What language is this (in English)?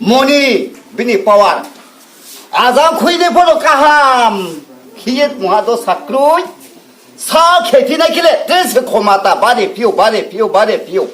Riang (India)